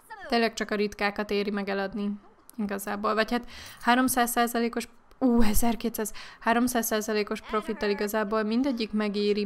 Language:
Hungarian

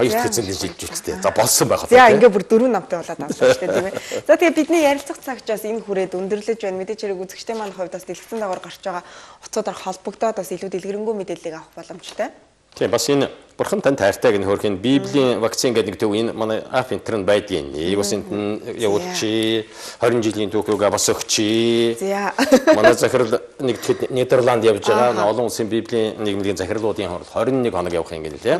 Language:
Mongolian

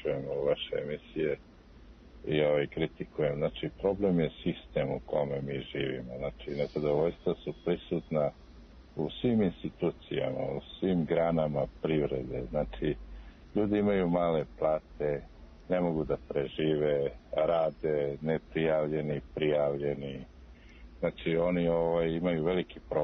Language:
Serbian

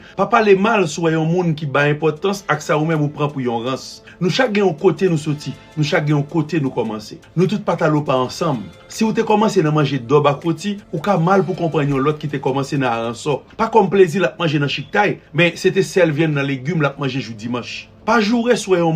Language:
Haitian Creole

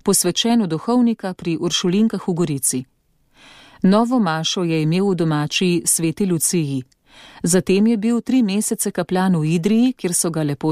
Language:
Slovenian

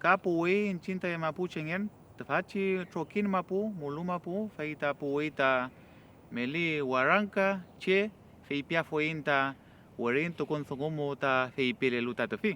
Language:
Mapuche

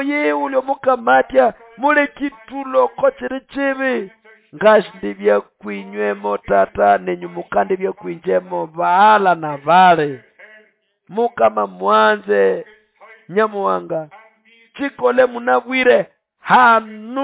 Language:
Nande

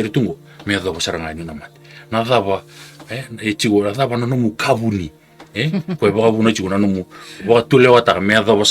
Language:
Fijian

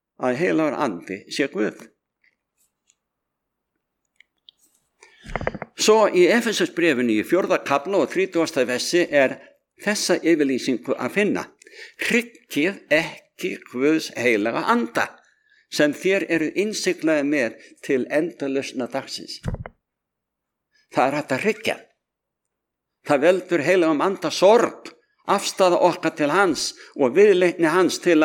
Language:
Icelandic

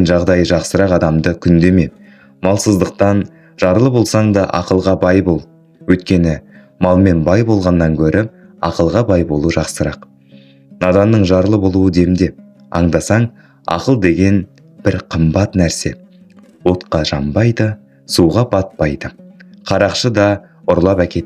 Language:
Kazakh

